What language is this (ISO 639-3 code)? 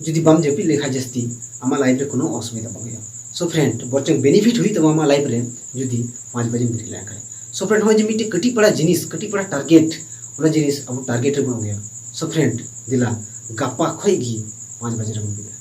sat